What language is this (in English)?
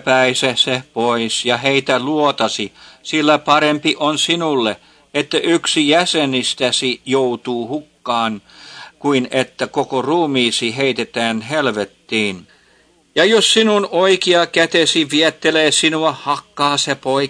Finnish